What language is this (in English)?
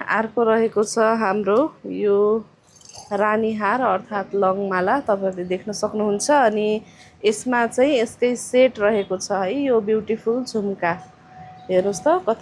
Nepali